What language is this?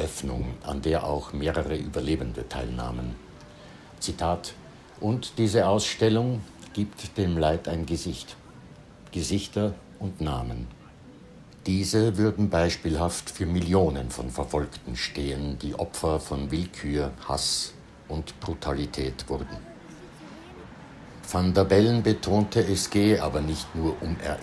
German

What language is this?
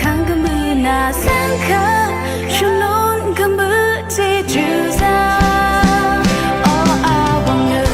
Rawang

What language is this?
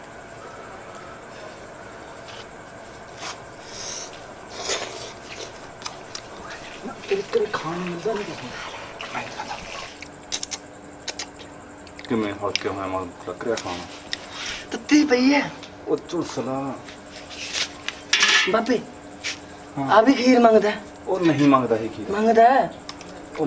Punjabi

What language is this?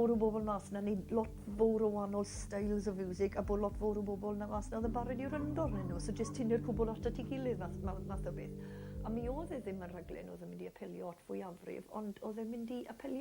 Welsh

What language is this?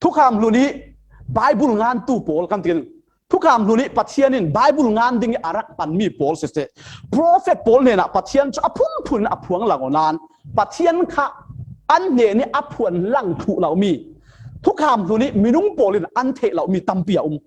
Falam Chin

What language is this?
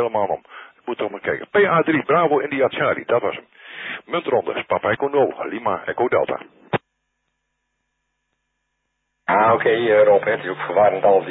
Dutch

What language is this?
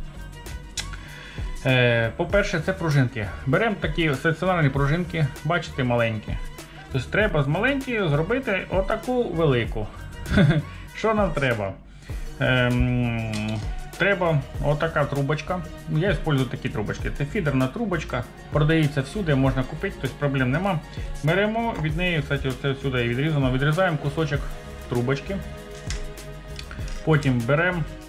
Ukrainian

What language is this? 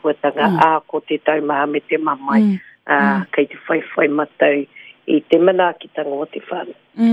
Māori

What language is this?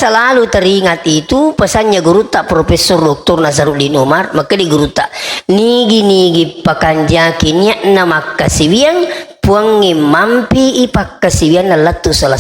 Buginese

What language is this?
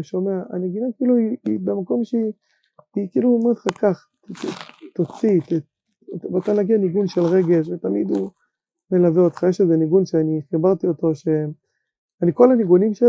Hebrew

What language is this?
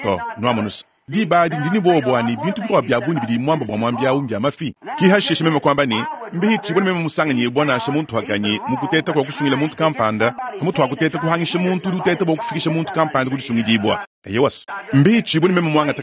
Luba-Lulua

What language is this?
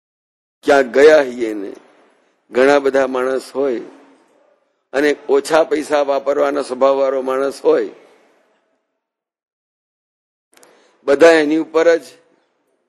Gujarati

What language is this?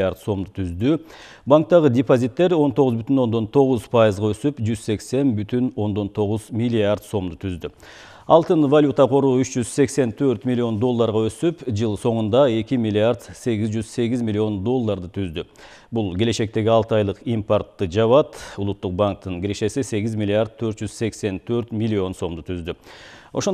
Kyrgyz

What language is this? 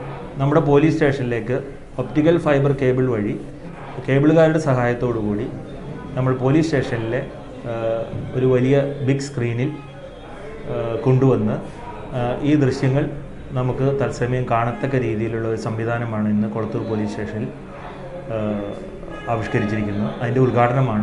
Malayalam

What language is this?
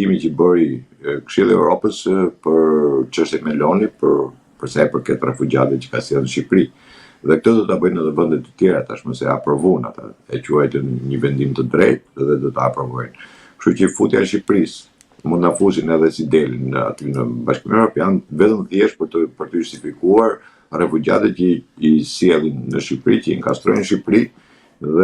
Albanian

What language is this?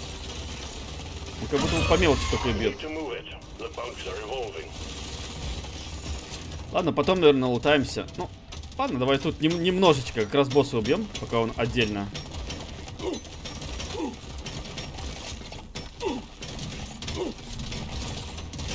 Russian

